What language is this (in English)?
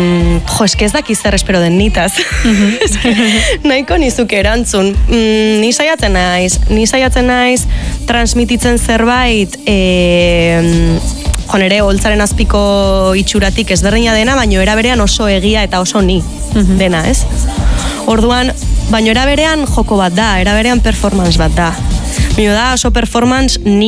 Basque